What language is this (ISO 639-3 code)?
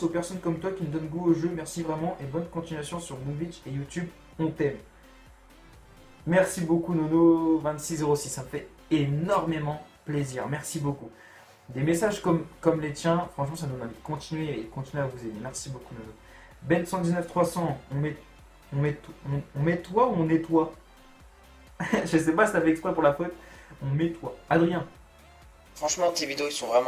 fra